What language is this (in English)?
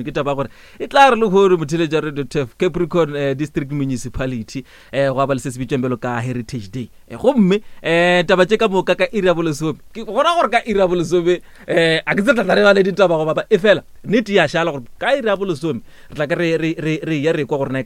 Northern Sotho